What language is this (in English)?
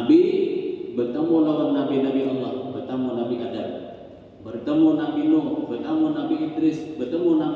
Banjar